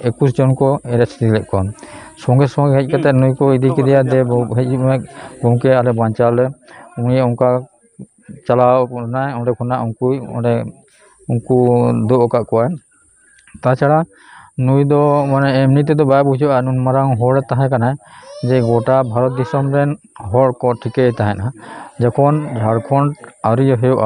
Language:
Santali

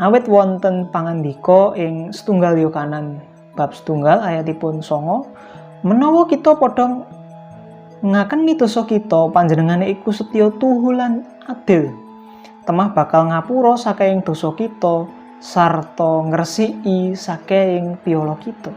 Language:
Javanese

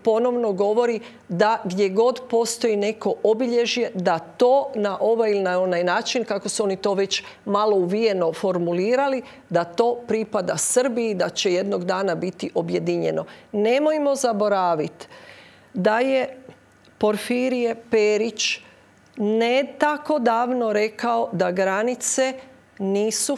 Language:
Croatian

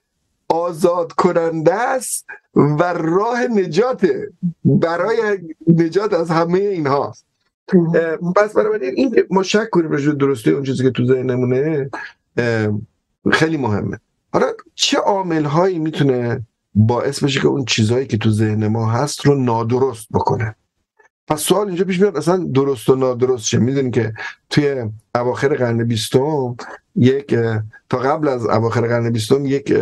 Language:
Persian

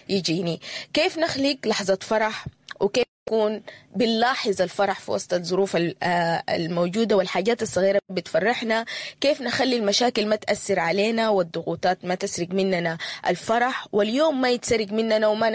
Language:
Sudanese Arabic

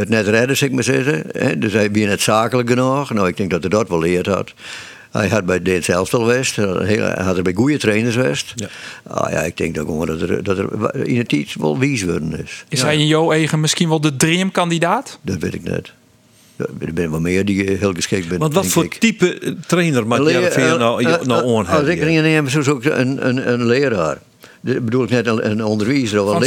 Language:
Western Frisian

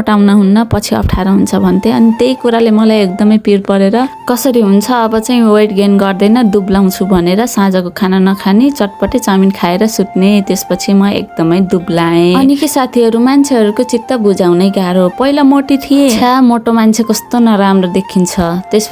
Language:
Nepali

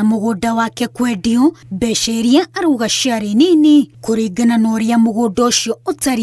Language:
Kikuyu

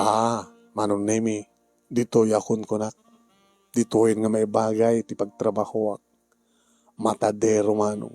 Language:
Iloko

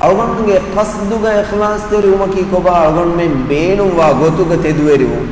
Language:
Divehi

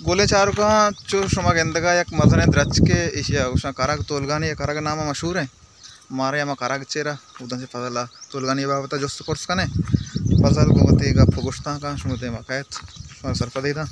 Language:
Baluchi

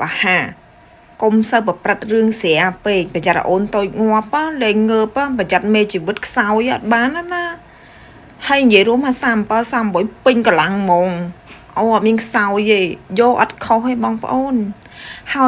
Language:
Khmer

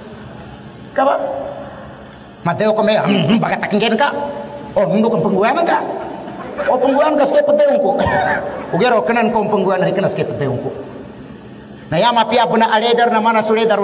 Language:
Maguindanaon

